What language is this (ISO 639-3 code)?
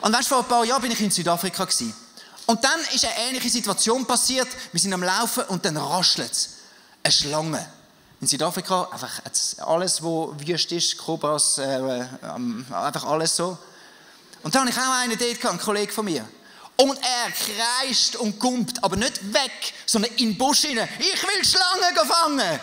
gsw